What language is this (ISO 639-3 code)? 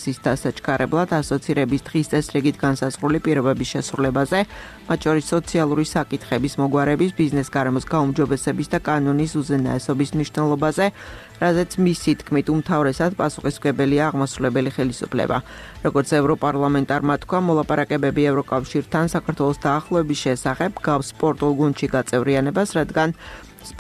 kat